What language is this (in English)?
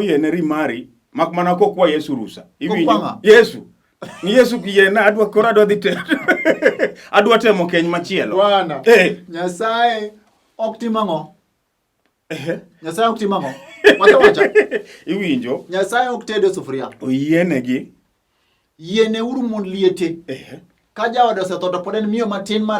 Luo (Kenya and Tanzania)